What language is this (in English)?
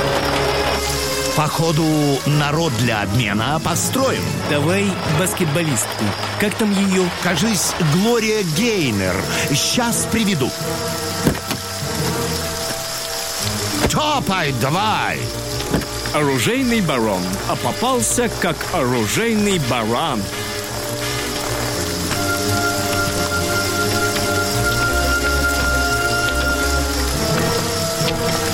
Russian